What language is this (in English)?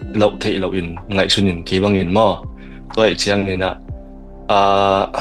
Tedim Chin